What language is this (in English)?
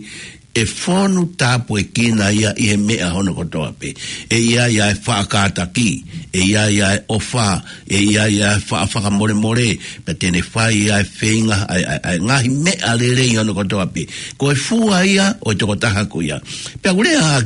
Tongan